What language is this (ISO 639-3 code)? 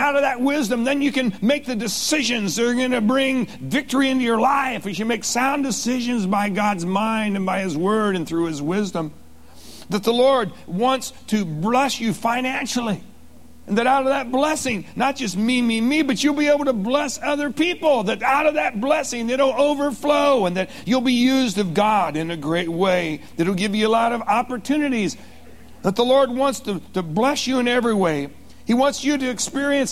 eng